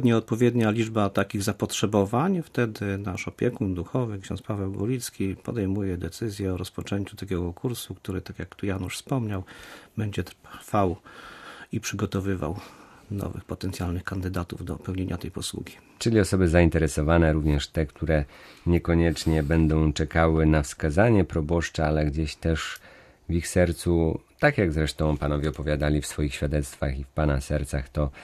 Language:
Polish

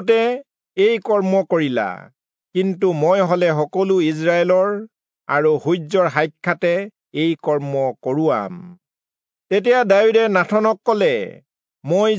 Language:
Assamese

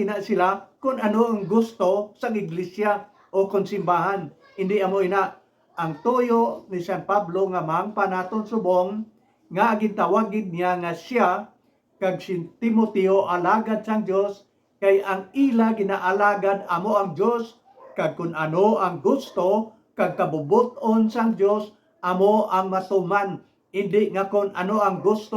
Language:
Hiligaynon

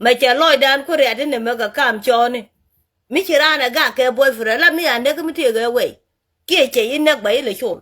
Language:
Nuer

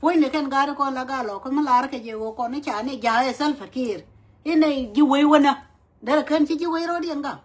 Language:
Nuer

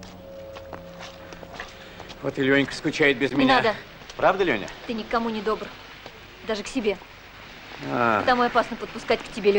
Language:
Russian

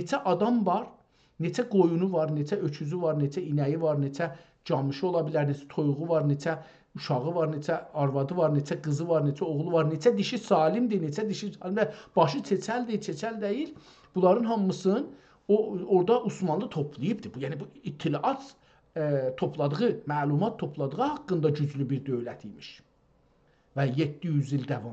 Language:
South Azerbaijani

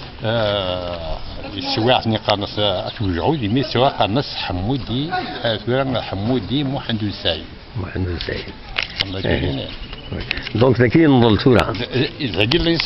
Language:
Kabyle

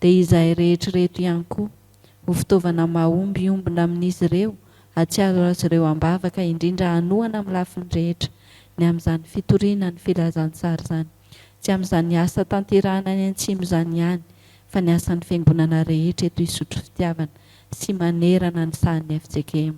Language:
Malagasy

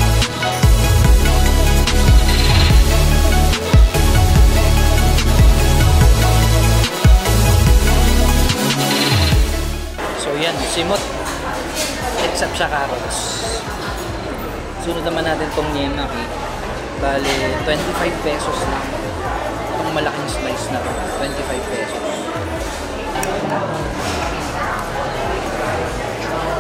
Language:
Filipino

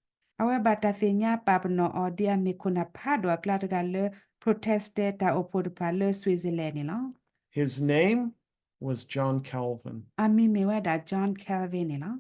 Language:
S'gaw Karen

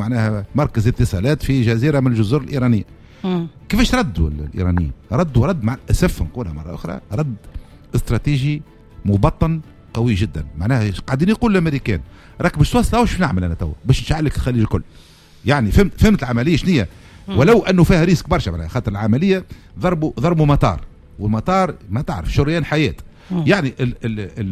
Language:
Tunisian Arabic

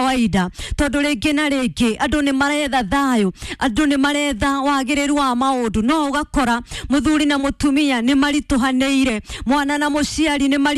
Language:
Kikuyu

